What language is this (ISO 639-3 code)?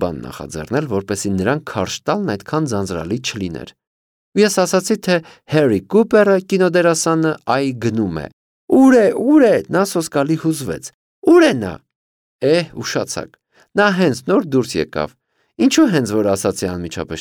hye